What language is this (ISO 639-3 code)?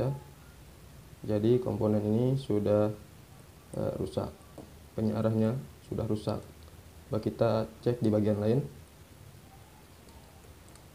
ind